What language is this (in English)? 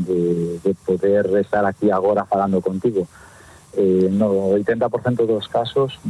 Galician